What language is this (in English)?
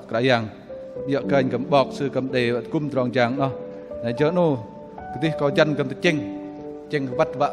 Bahnar